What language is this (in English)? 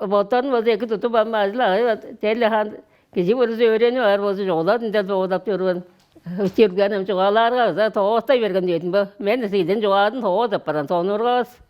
Tuvinian